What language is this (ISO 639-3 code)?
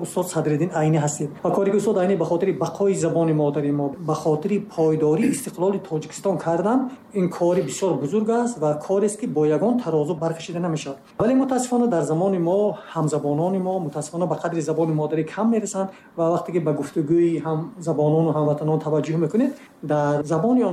tgk